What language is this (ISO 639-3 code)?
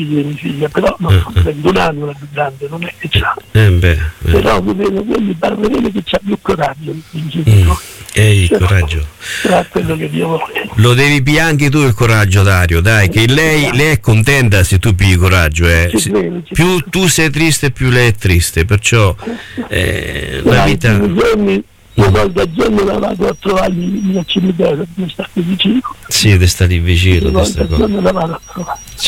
ita